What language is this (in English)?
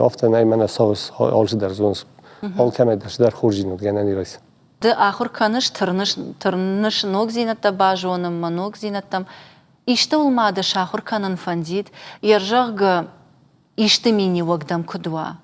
Ossetic